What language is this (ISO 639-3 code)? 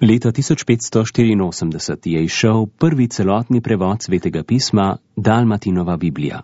slv